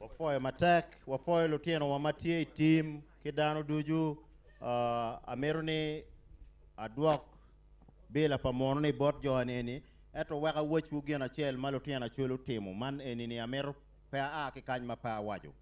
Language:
Acoli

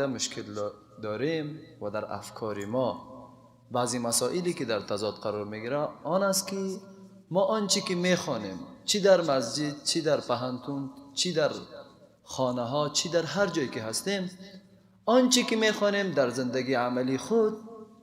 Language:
Persian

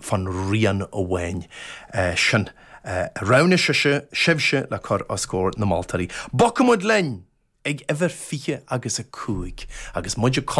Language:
Irish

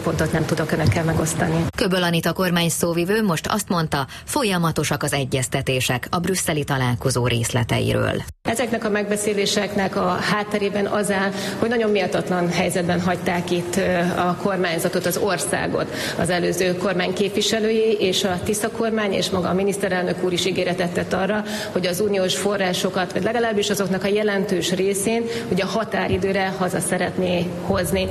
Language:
Hungarian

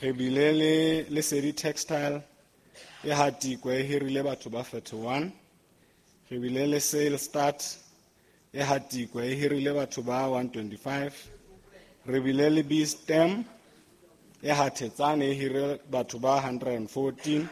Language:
Southern Sotho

